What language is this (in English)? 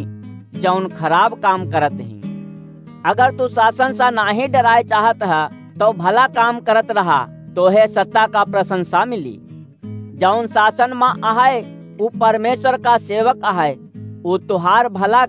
Awadhi